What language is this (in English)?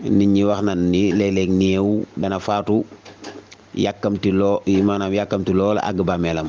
Wolof